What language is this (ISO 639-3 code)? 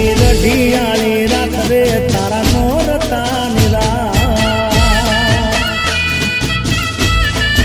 guj